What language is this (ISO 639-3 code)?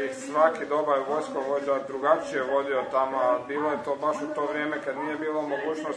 hrv